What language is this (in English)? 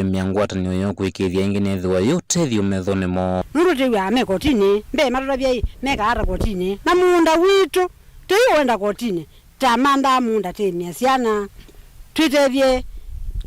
Kamba